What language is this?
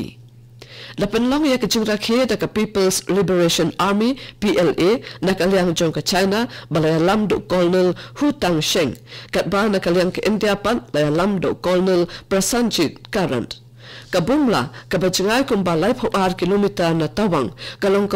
Khasi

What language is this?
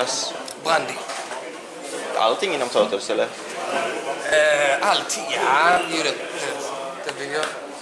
Swedish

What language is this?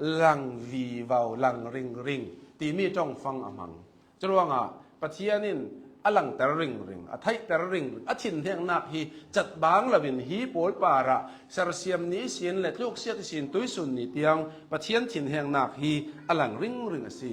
Hakha Chin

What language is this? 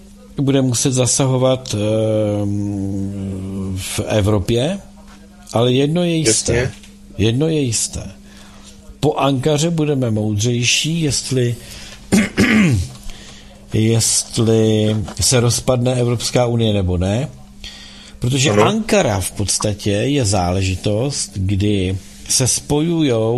Czech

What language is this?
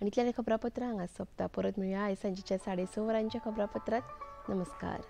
Konkani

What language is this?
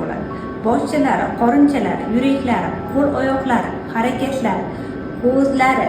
Uzbek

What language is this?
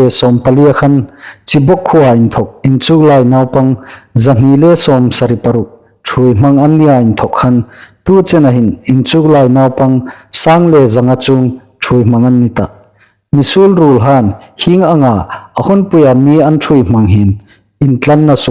Hmar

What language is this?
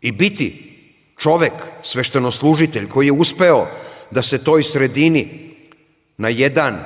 Serbian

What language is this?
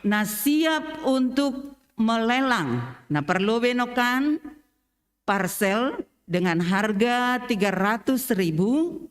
Batak Simalungun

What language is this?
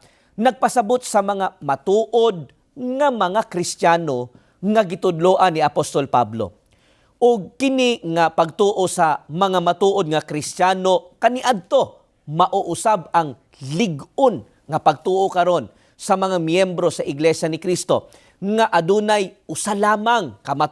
Cebuano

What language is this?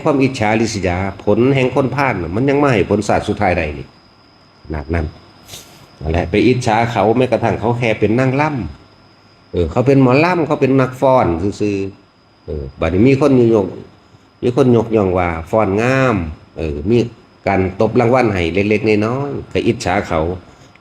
Northeastern Thai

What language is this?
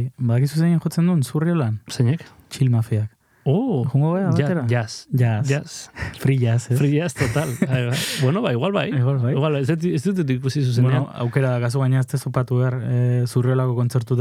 Basque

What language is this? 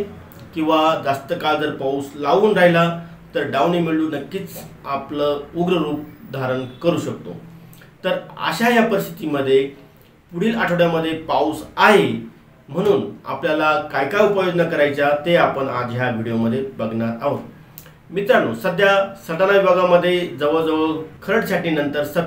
Marathi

